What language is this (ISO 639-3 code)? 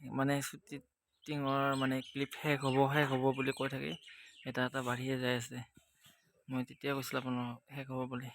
asm